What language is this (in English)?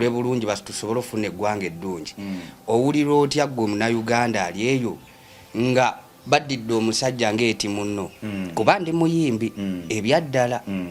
Ganda